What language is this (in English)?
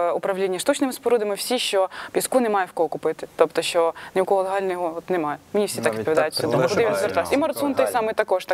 Ukrainian